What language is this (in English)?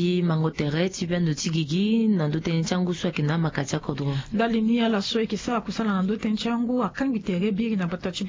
Sango